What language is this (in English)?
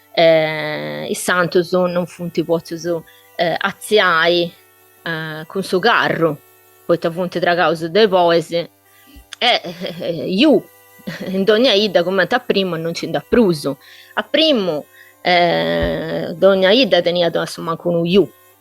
Sardinian